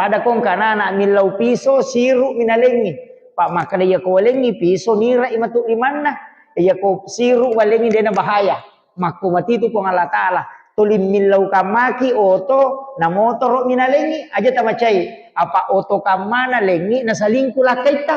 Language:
Buginese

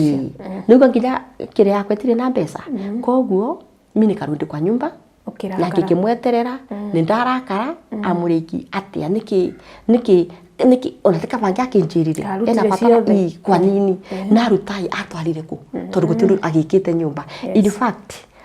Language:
Kikuyu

